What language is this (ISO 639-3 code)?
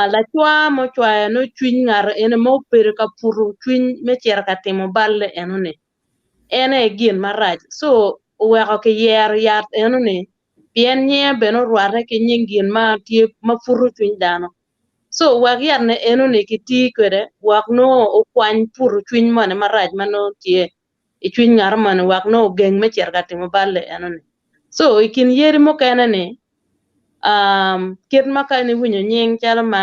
ach